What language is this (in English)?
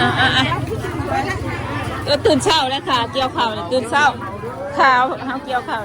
Northeastern Thai